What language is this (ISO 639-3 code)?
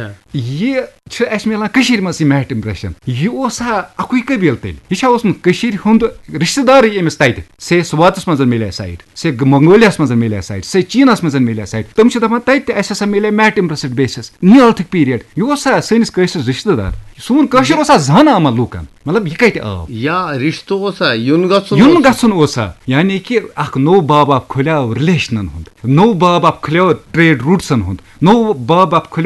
kas